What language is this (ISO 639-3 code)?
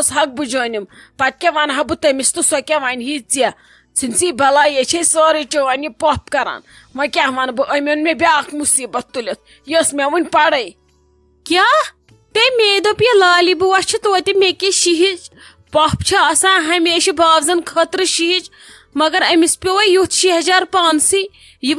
kas